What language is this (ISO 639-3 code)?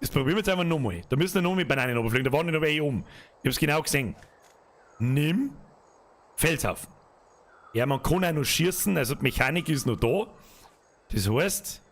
bar